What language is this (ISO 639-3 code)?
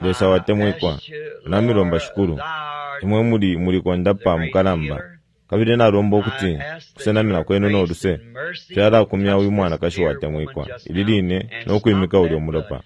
bem